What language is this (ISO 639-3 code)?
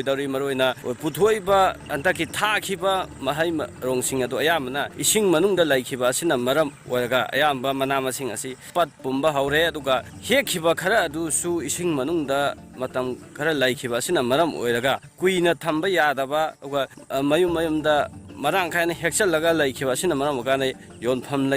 mni